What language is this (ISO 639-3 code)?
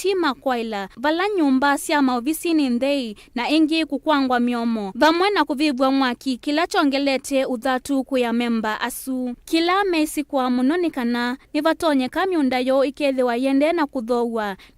kam